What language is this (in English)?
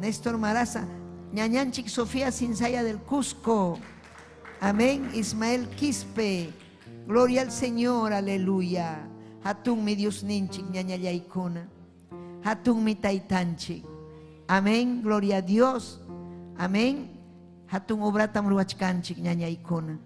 Ayacucho Quechua